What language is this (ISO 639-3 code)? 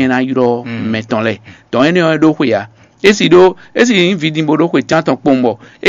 fon